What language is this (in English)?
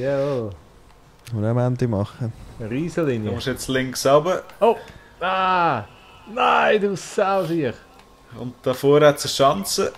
Swiss German